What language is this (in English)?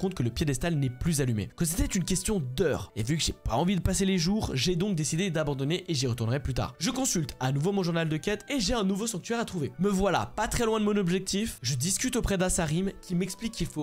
French